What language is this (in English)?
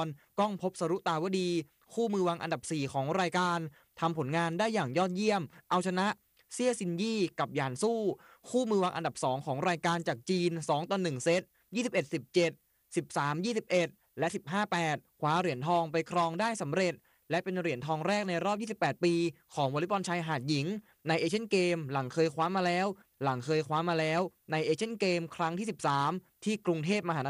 Thai